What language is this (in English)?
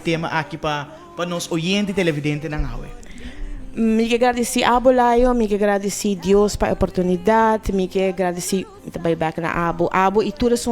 Papiamento